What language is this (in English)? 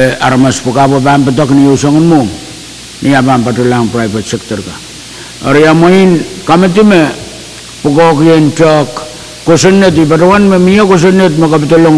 Pohnpeian